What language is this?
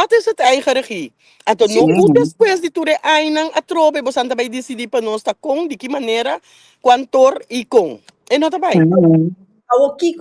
Papiamento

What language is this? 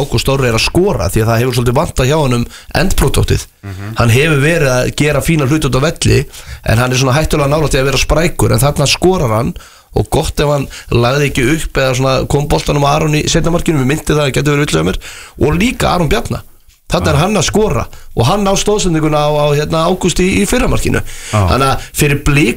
Icelandic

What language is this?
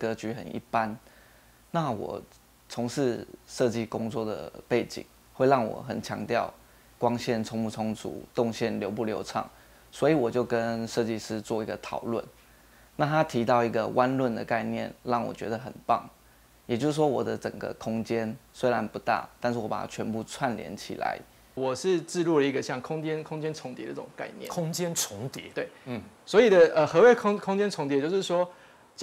Chinese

